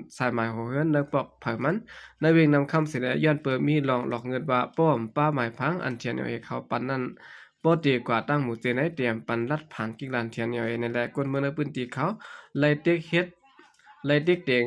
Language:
Shan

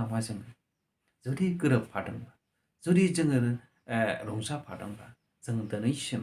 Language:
Bodo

